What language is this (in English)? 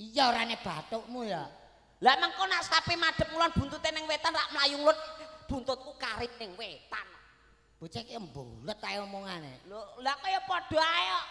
Javanese